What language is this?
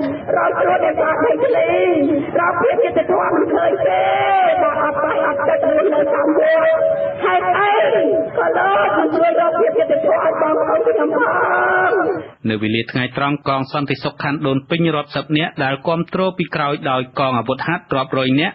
Khmer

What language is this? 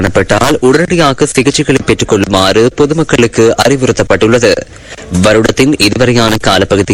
Tamil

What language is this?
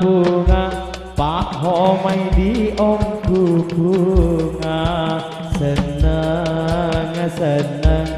Madurese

